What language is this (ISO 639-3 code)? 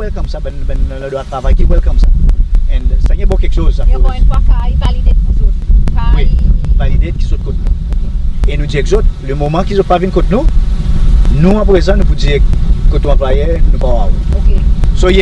crs